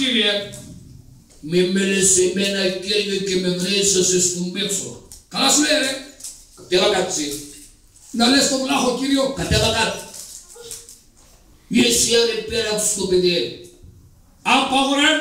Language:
Greek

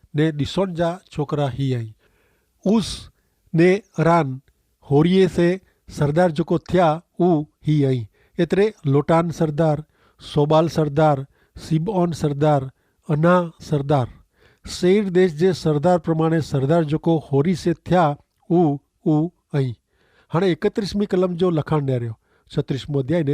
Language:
Kachhi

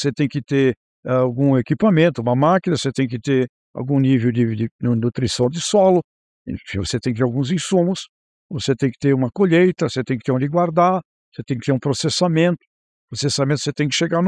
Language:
Portuguese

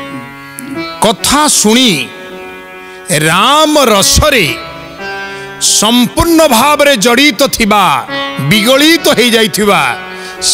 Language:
Odia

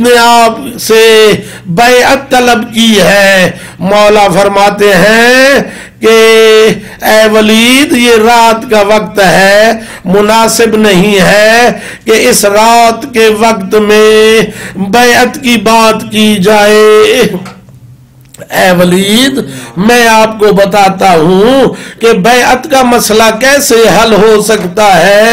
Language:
Urdu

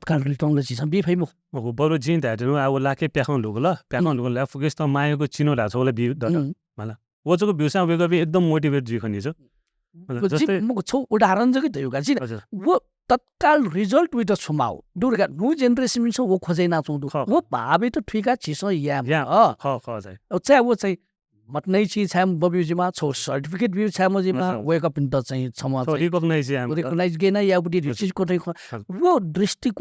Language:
Newari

